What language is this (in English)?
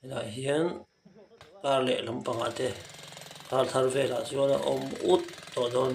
Mizo